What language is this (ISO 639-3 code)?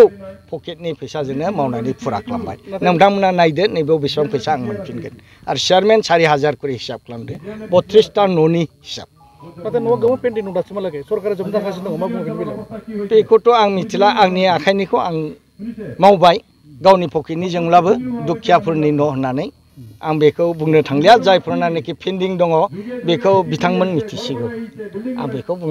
brx